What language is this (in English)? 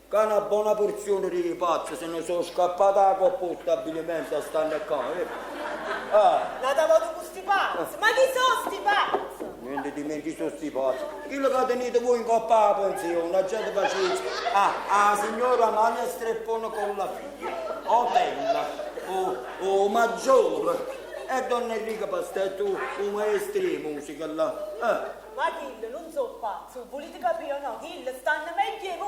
Neapolitan